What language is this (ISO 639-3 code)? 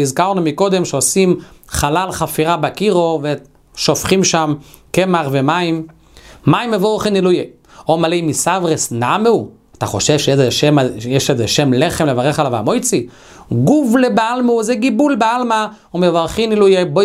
heb